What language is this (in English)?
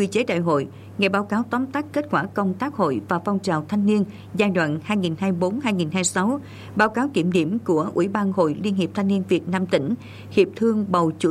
Vietnamese